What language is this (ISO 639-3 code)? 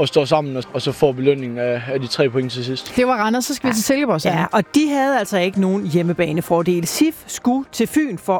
dan